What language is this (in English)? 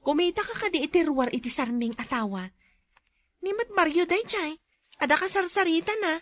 Iloko